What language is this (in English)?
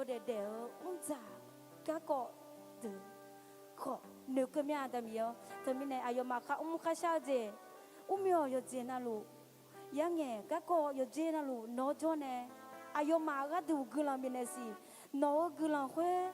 Akha